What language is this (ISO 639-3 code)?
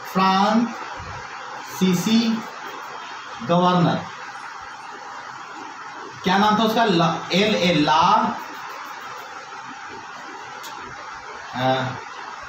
hin